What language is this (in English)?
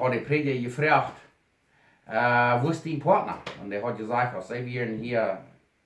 Plautdietsch